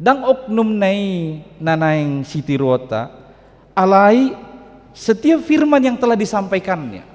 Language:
Batak Toba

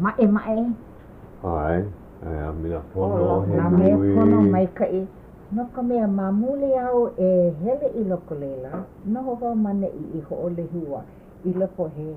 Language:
Hawaiian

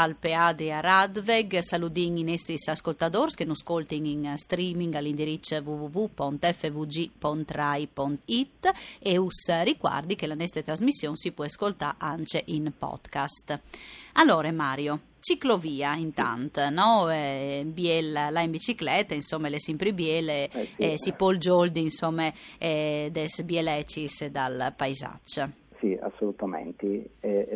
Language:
Friulian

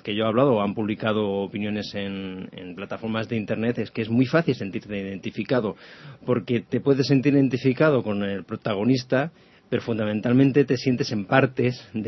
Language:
Spanish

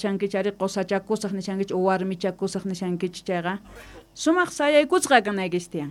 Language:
Quechua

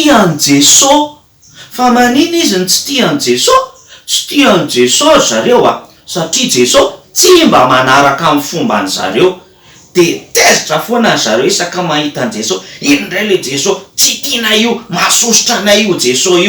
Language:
Malagasy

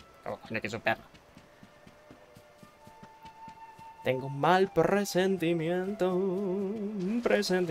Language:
Spanish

